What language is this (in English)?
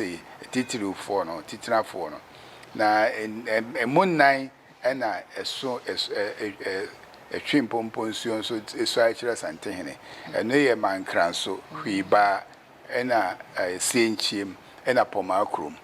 Akan